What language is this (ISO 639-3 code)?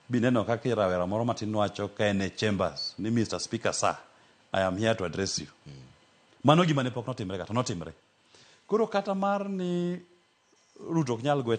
luo